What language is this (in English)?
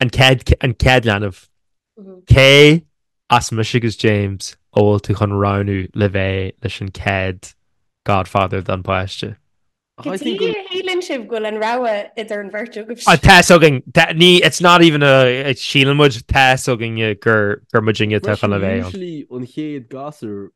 Irish